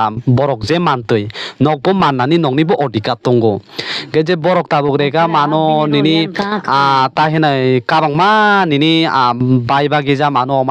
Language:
Kok Borok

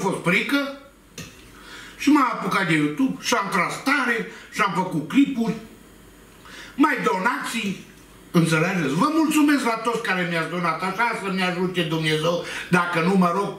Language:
Romanian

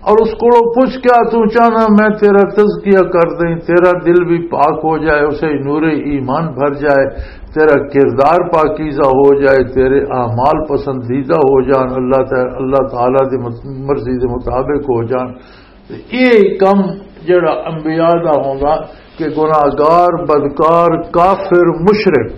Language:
Western Panjabi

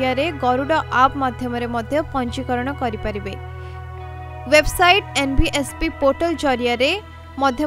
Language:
Odia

